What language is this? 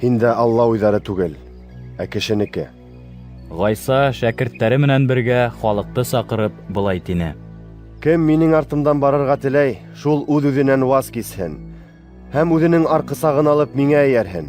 Bashkir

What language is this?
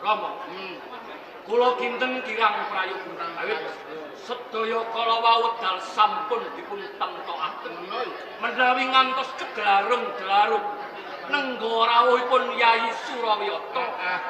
Javanese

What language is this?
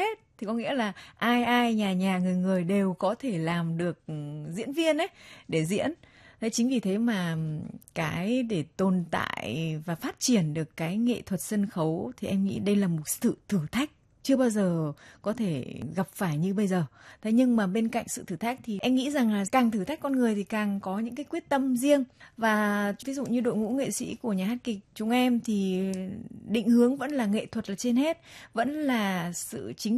Vietnamese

